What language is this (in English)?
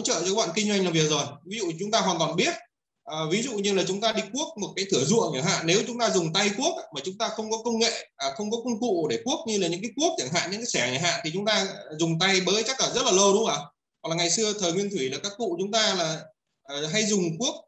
Vietnamese